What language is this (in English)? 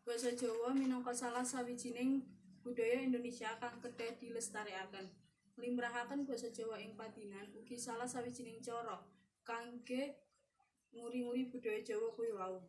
Javanese